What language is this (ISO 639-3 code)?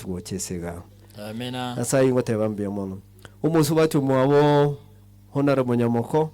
guz